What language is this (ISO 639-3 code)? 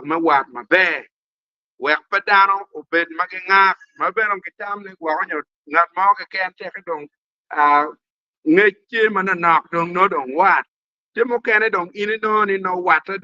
ach